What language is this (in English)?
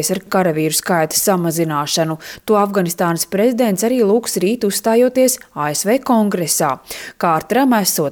Latvian